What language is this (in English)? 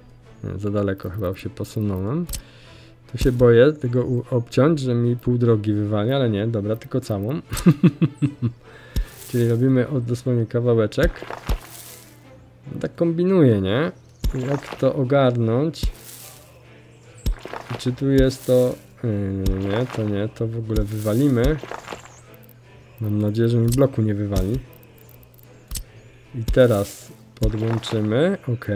Polish